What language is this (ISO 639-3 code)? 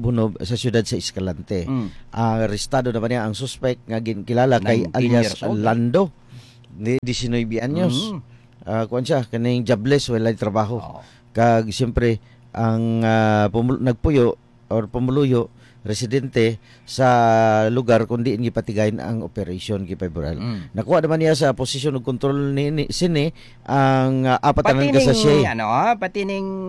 hil